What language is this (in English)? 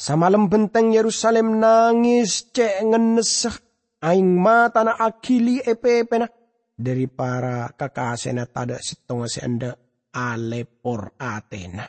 Madurese